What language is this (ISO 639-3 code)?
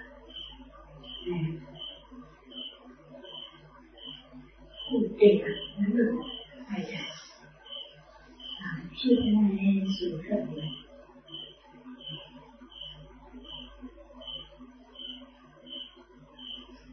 mya